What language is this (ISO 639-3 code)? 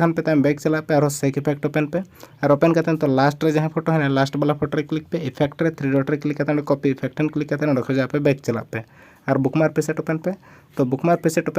sat